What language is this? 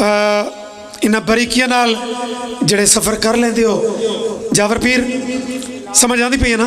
Pahari-Potwari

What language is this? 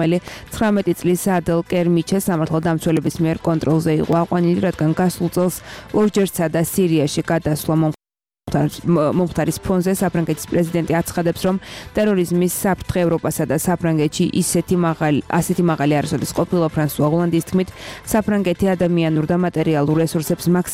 Georgian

